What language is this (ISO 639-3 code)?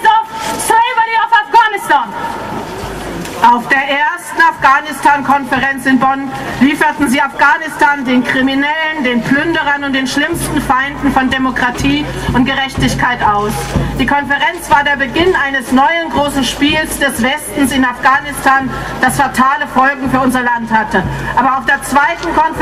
deu